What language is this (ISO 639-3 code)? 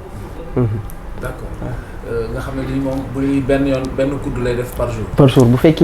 wol